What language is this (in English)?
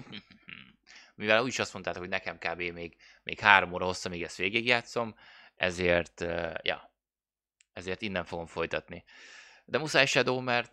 Hungarian